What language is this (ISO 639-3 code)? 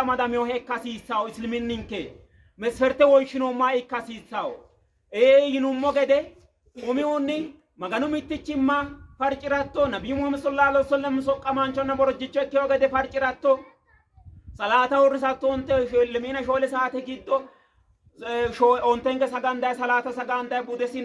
sid